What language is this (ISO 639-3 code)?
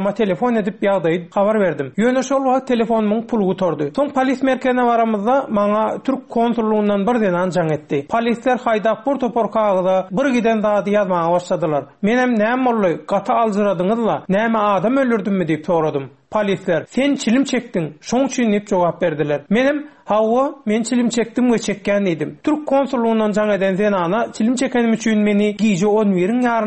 tuk